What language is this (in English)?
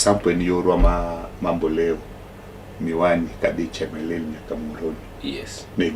Luo (Kenya and Tanzania)